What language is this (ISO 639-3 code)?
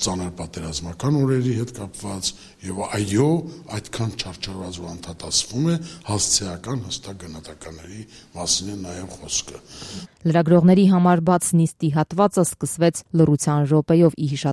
hye